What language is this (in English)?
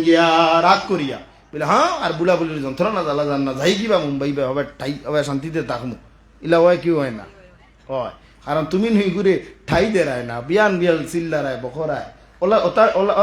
Sylheti